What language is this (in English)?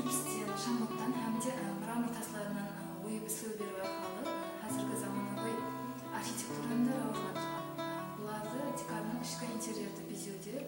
Kara-Kalpak